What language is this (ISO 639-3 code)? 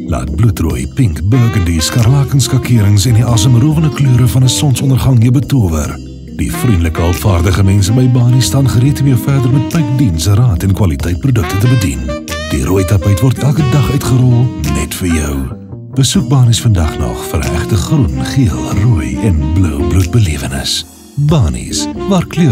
afr